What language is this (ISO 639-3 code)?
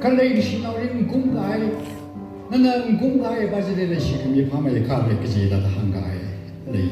nmf